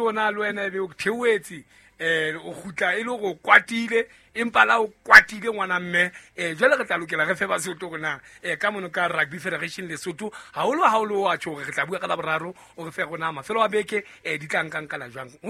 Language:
Southern Sotho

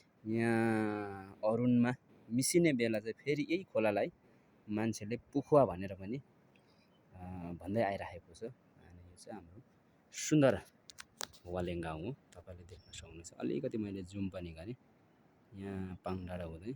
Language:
Nepali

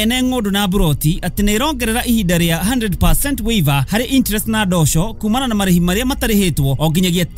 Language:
Kikuyu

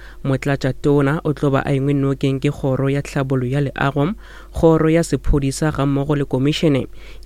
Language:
Northern Sotho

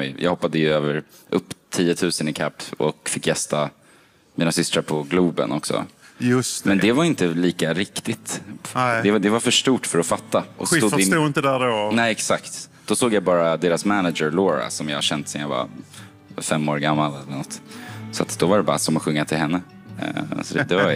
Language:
Swedish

